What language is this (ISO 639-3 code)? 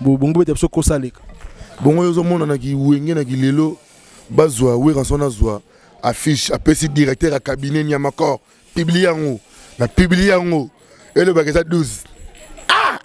lin